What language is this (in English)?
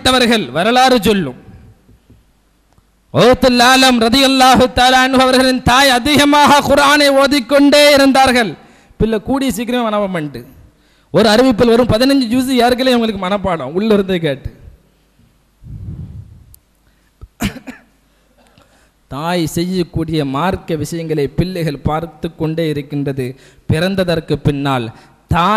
Tamil